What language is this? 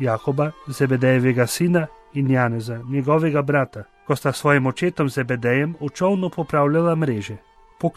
Slovenian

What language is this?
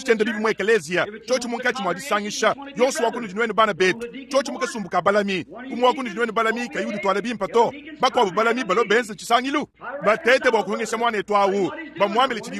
Luba-Lulua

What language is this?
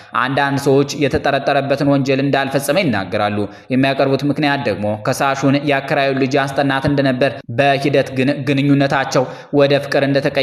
Amharic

